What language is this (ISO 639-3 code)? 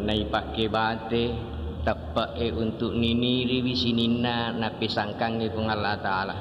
bug